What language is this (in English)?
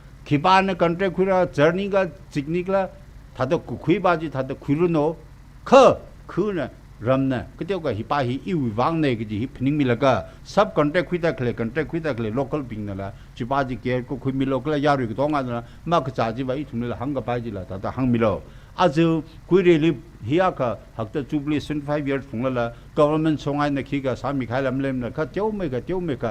Tangkhul Naga (India)